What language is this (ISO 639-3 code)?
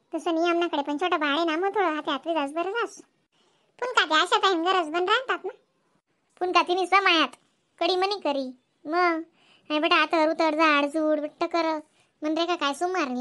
khn